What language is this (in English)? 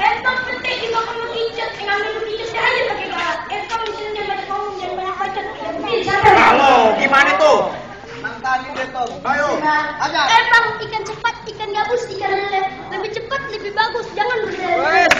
Betawi